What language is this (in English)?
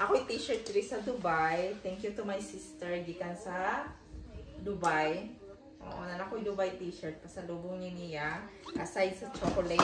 Cebuano